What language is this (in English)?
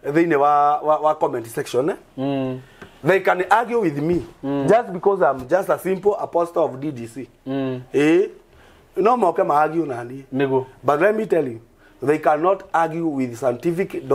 Kikuyu